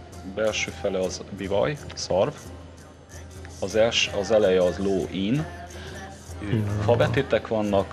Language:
Hungarian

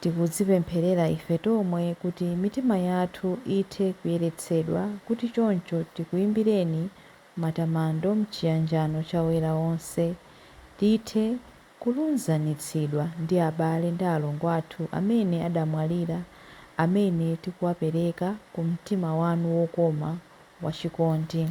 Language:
Nyanja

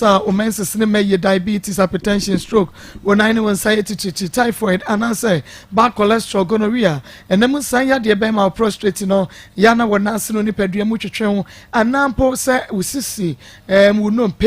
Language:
Akan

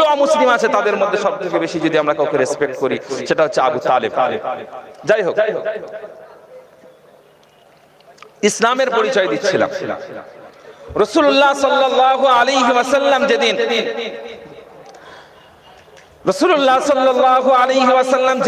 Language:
Bangla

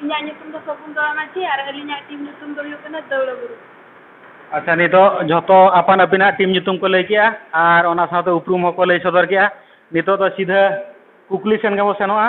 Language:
Santali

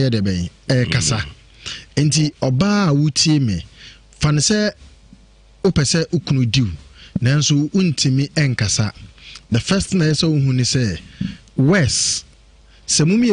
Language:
Akan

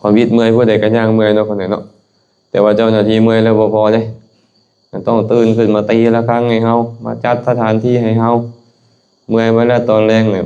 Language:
Lao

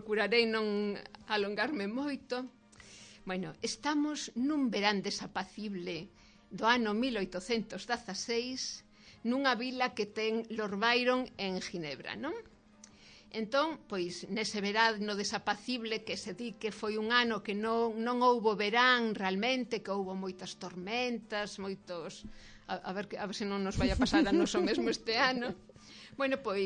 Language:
Galician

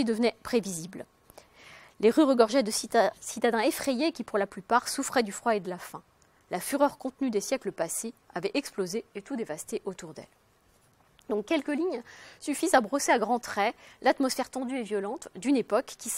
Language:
French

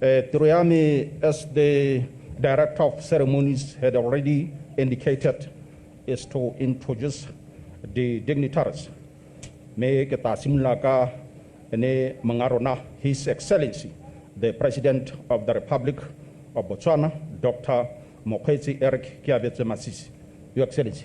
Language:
Tswana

